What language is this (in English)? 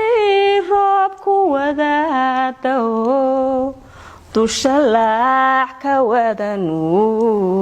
Somali